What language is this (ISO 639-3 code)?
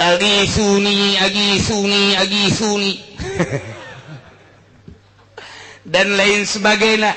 sun